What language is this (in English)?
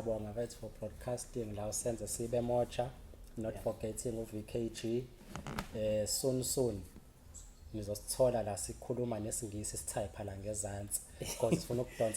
Zulu